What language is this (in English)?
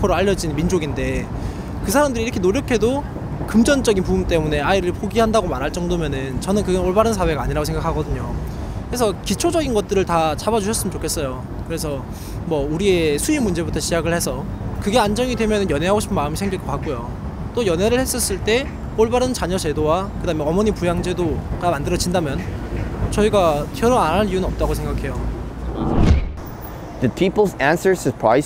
Korean